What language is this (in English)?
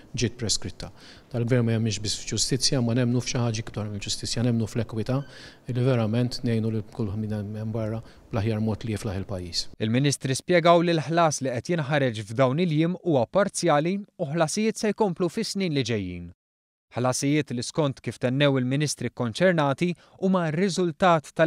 Maltese